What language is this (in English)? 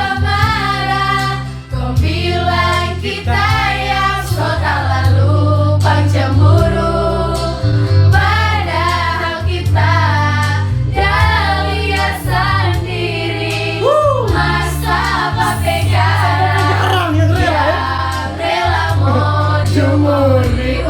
Manado Malay